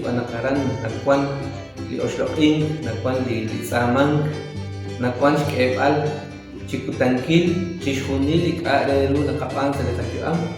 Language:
Kekchí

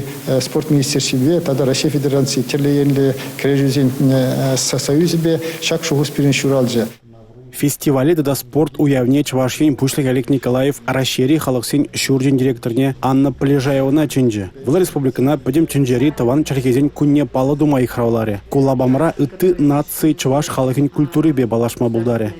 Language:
Chuvash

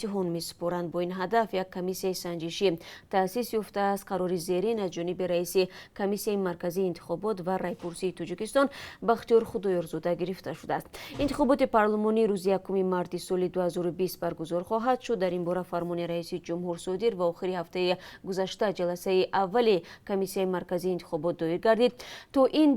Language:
Tajik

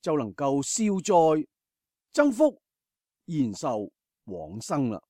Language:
Cantonese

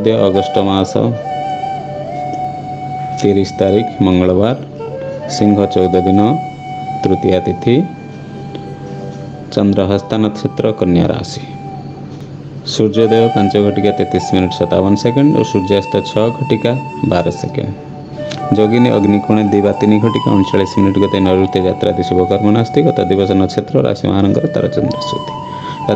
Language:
Odia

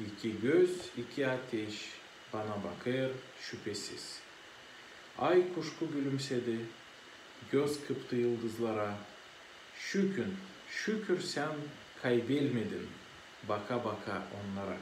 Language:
Gagauz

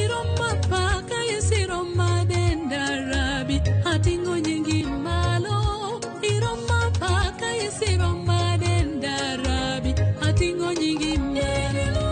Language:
Luo (Kenya and Tanzania)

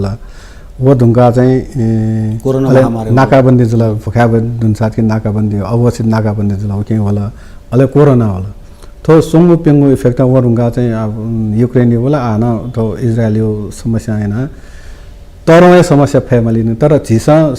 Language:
Newari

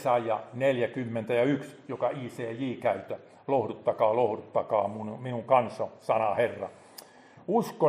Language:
Finnish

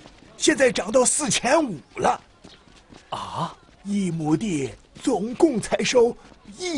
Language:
Chinese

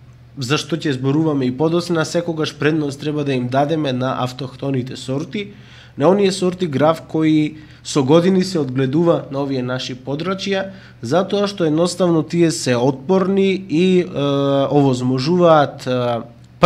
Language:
Macedonian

